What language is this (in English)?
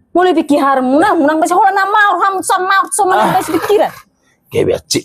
Batak Toba